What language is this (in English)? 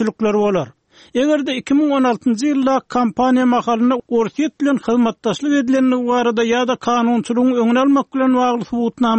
Turkmen